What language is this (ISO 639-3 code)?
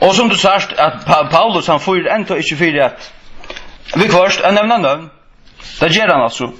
fao